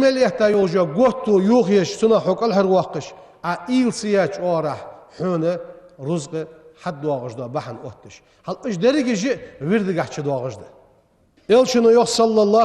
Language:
Ingush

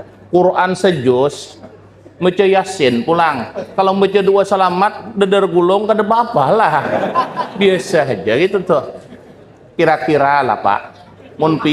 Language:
Banjar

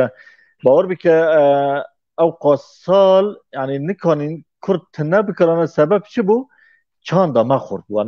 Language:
Kurdish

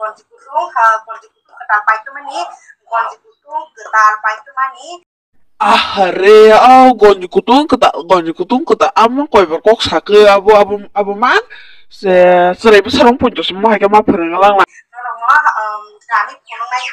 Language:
Kok Borok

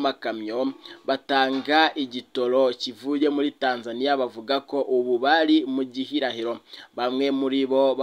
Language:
Rundi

